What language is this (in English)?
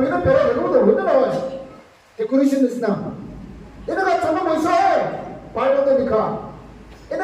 Naga Pidgin